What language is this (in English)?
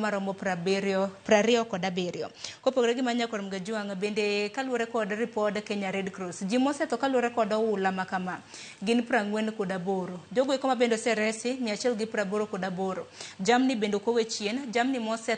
Luo (Kenya and Tanzania)